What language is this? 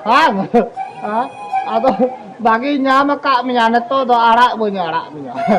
Santali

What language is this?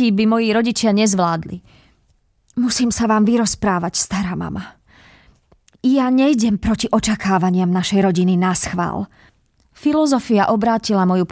Slovak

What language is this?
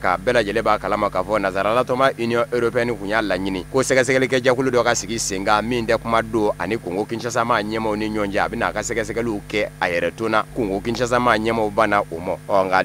Bambara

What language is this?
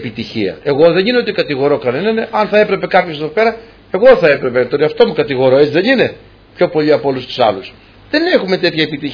Greek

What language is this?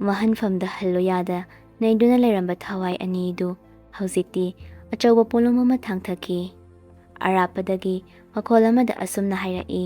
Manipuri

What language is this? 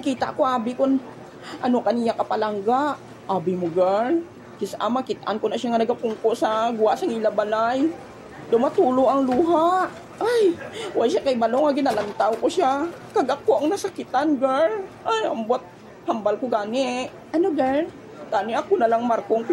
Hiligaynon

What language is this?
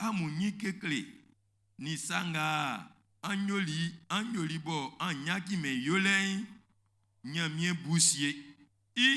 Baoulé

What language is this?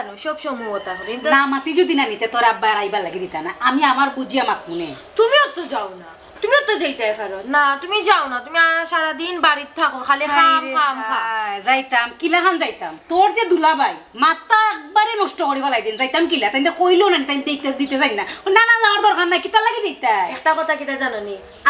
Sylheti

